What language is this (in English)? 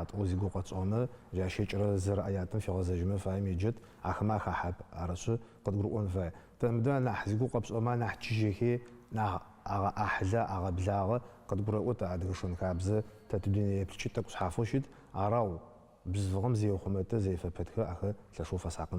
Adyghe